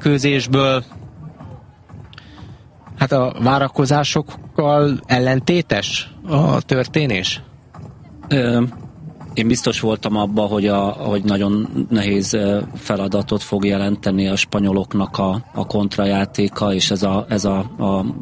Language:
Hungarian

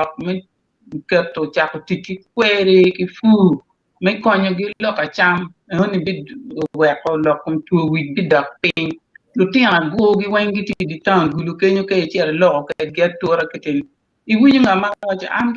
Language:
Acoli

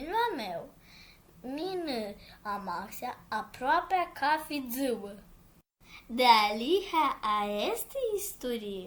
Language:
Aromanian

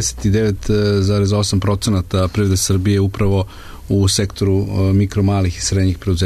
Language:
Serbian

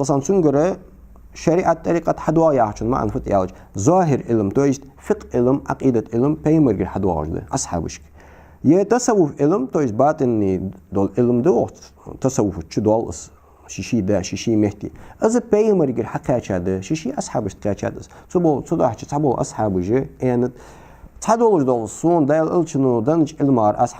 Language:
Ingush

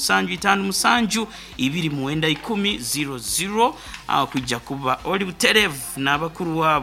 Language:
Nyoro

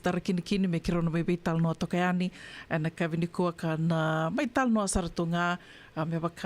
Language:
Fijian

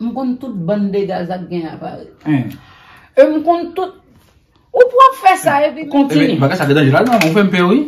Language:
Haitian Creole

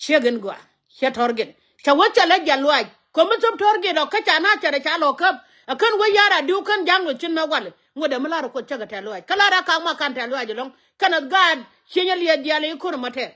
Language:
Nuer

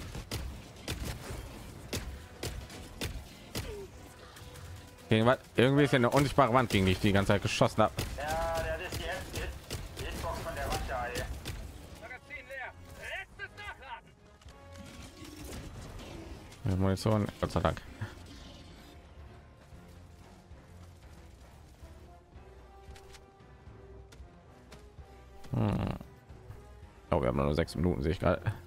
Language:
German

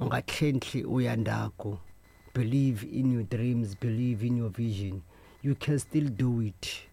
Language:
Tsonga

